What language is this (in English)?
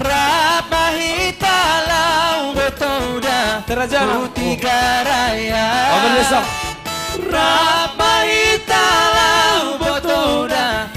Batak Simalungun